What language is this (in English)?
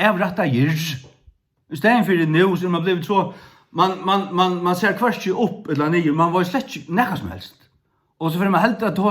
Faroese